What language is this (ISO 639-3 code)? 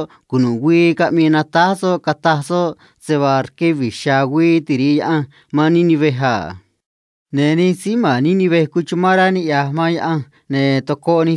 trc